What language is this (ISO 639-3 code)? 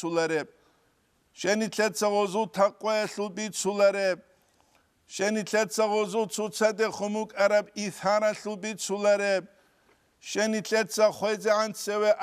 ava